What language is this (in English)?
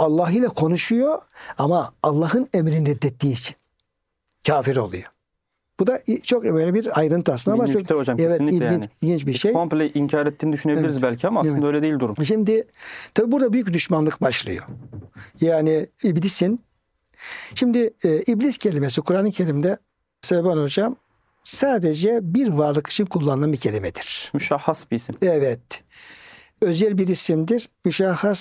Turkish